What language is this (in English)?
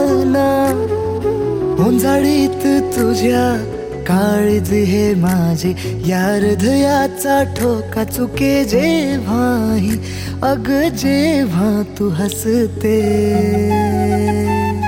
Marathi